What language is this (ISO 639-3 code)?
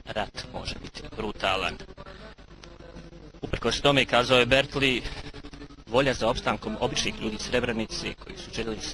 bos